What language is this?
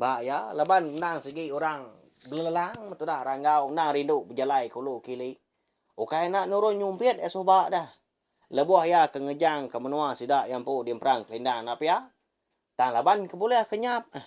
Iban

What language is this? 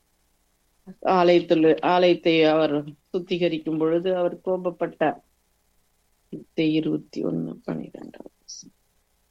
Tamil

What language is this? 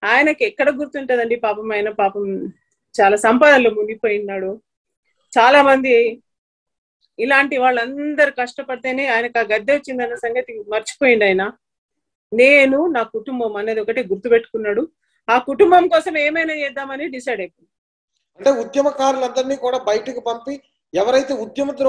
Telugu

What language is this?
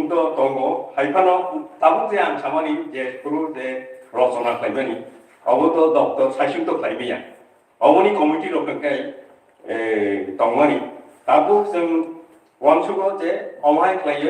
Kok Borok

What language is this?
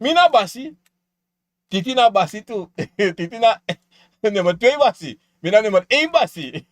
Sranan Tongo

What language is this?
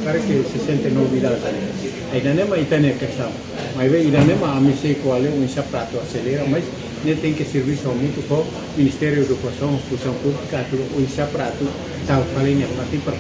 Tetum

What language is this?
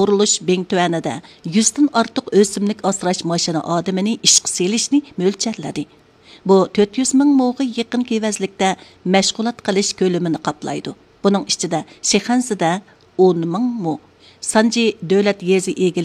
Uyghur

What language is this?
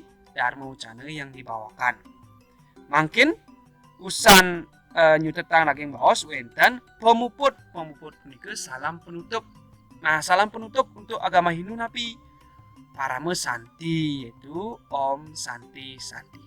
Balinese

